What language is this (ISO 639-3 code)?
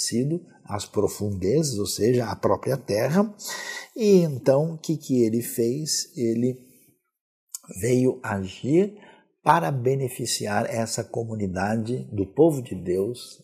por